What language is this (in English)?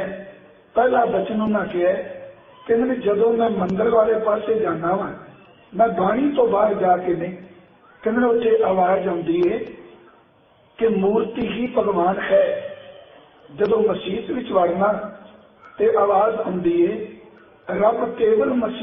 Punjabi